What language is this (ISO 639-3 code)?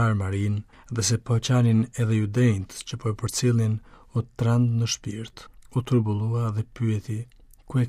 sqi